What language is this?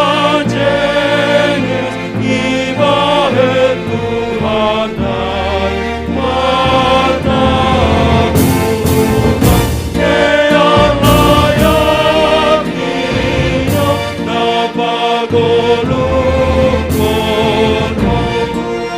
Batak Simalungun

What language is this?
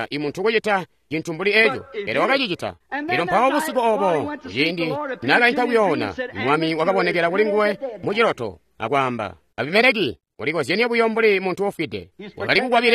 Tonga (Zambia)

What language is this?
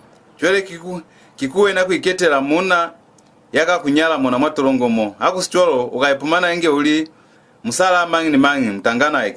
Lozi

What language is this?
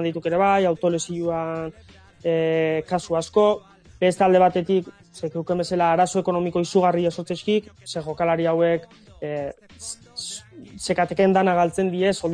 Basque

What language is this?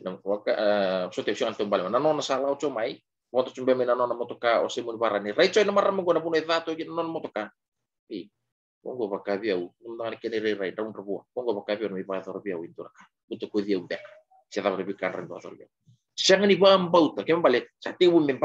Fijian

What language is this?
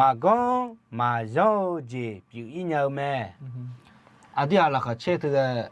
Akha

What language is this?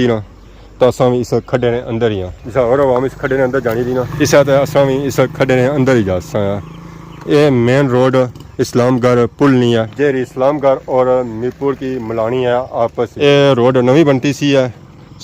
Pahari-Potwari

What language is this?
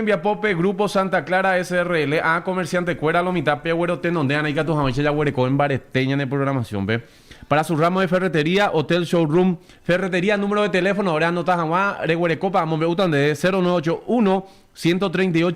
Guarani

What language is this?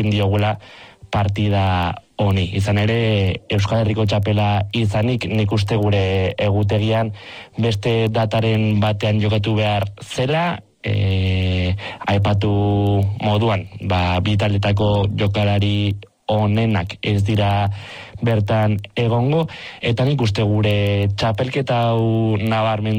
Basque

